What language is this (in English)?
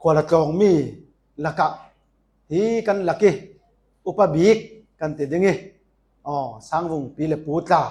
Falam Chin